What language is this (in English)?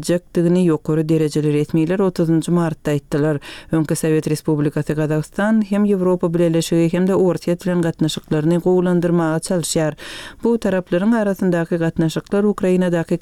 Turkmen